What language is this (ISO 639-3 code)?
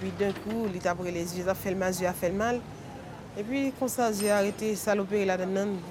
hat